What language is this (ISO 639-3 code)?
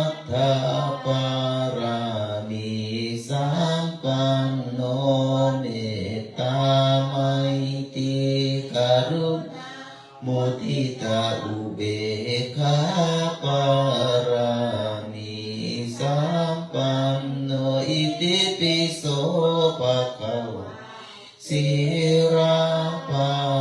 pli